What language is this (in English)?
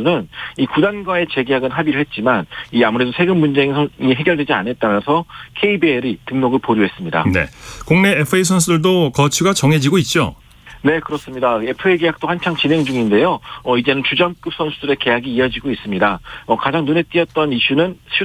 Korean